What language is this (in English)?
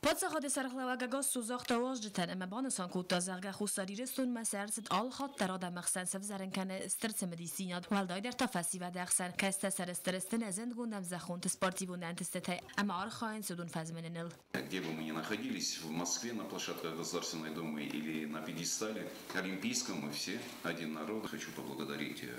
Ossetic